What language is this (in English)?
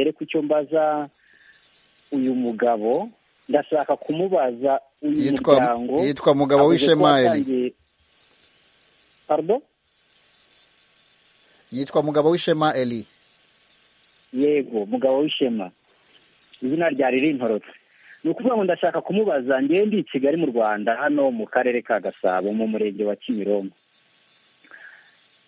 Kinyarwanda